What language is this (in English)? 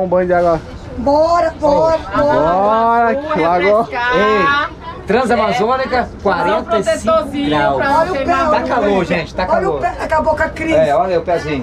Portuguese